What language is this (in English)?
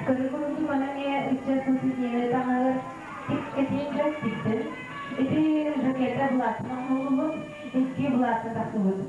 Yakut